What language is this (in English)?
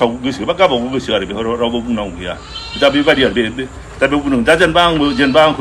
Bodo